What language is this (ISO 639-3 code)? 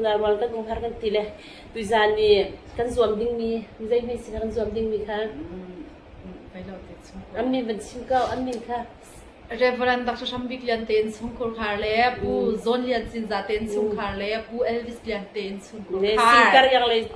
cnh